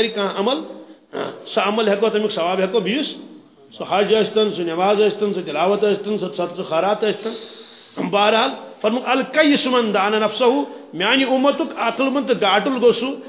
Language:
Kashmiri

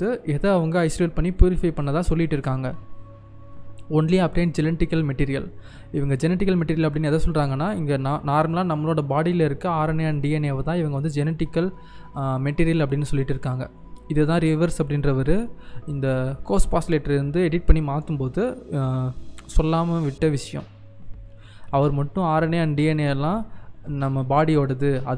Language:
Tamil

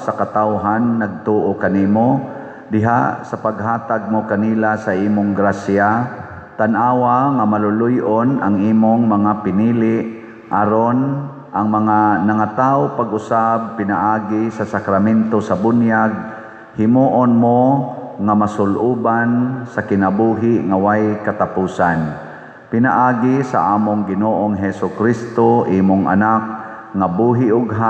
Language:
Cebuano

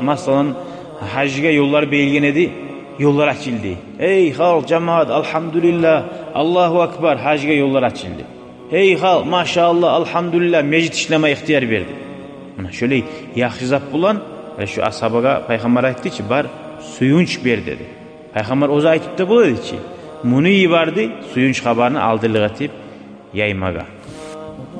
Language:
Kumyk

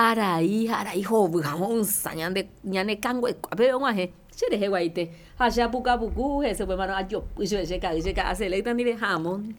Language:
Guarani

